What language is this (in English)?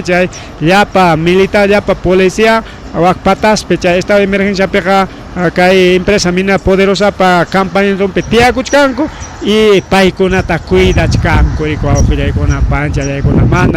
Ayacucho Quechua